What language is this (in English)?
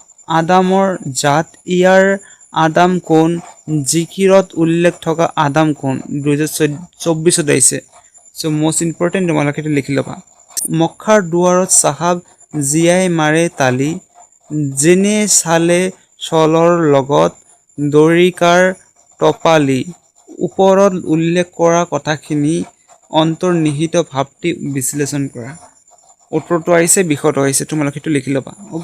Assamese